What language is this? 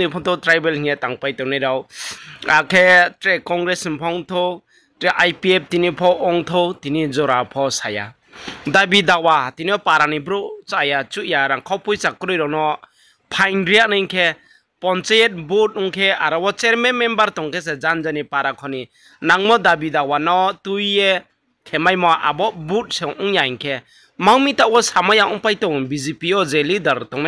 Riang (India)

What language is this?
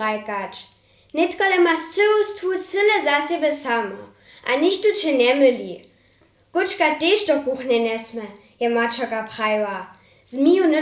Upper Sorbian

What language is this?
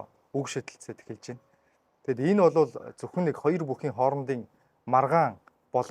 Mongolian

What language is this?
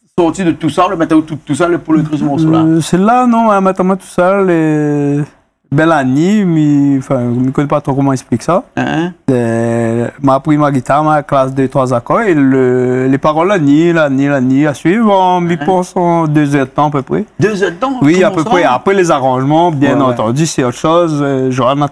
Réunion Creole French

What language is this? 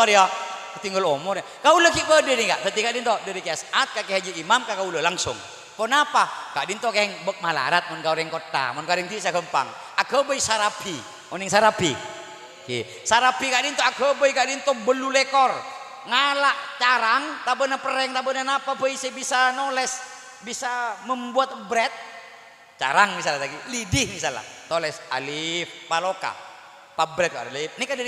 Madurese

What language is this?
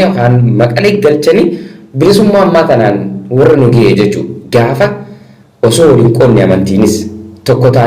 Oromo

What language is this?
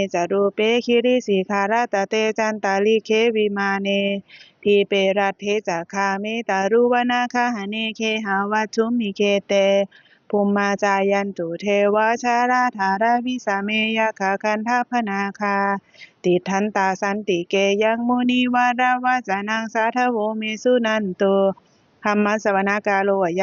Pali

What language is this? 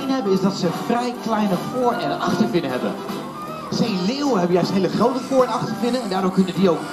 Dutch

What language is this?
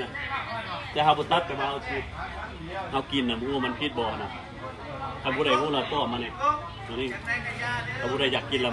Lao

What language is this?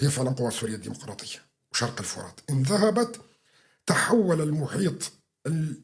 North Levantine Arabic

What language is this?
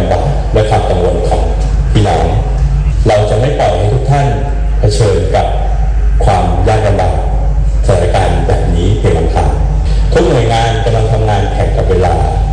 Thai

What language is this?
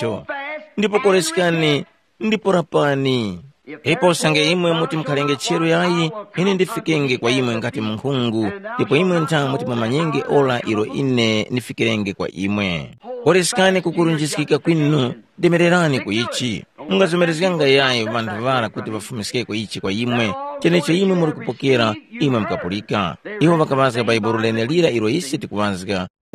Tumbuka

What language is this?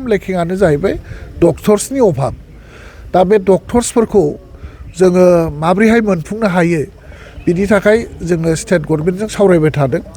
Bodo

